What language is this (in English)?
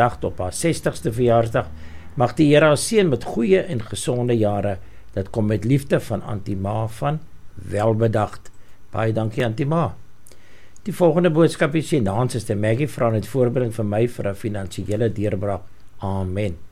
Afrikaans